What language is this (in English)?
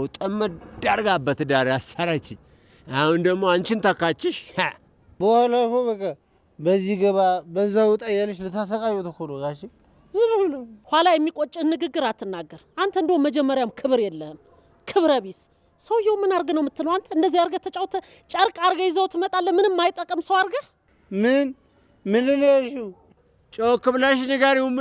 Amharic